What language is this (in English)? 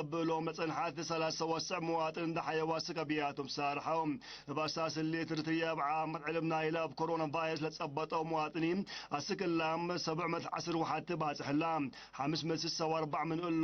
Tigre